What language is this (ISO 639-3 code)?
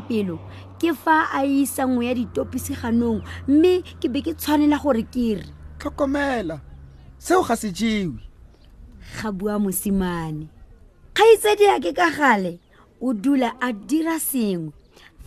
tsn